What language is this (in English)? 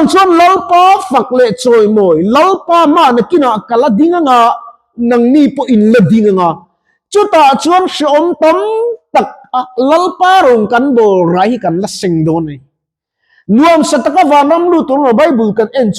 Mizo